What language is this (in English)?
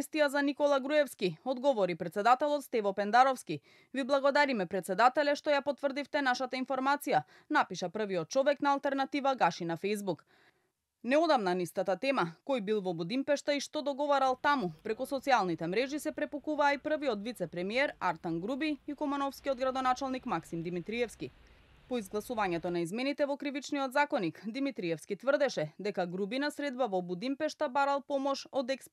Macedonian